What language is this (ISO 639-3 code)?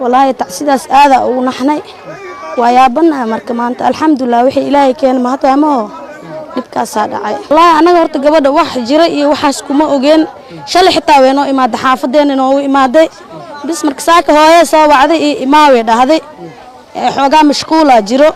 som